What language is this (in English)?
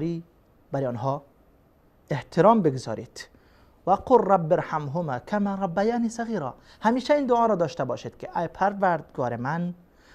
Persian